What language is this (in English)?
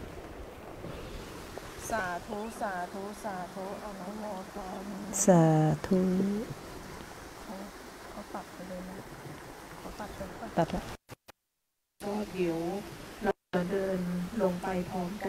Thai